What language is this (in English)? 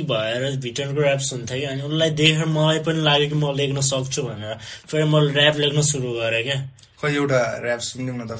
Nepali